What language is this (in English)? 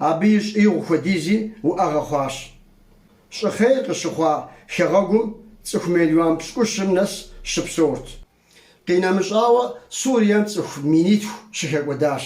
Kabardian